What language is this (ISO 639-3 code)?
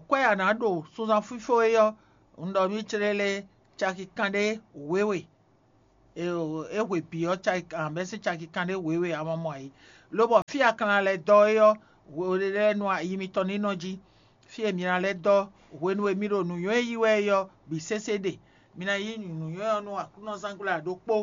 fon